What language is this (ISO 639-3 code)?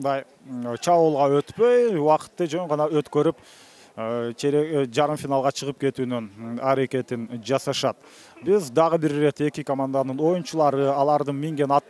kir